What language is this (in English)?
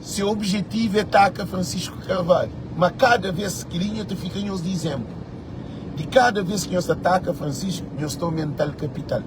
Kabuverdianu